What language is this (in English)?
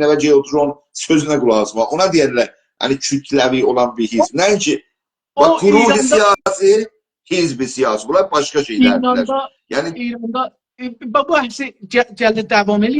South Azerbaijani